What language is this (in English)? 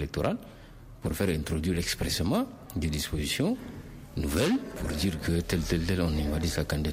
French